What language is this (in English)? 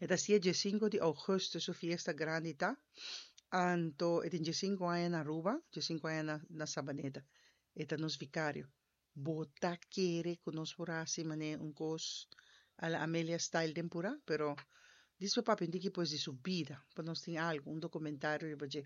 Papiamento